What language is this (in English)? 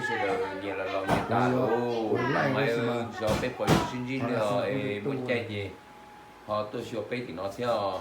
Hmong